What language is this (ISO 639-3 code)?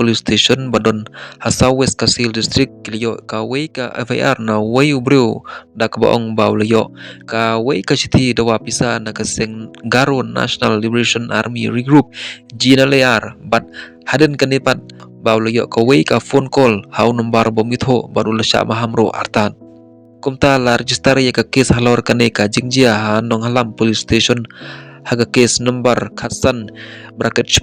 kha